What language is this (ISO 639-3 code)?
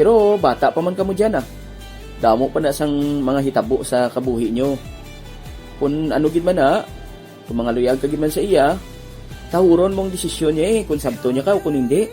hil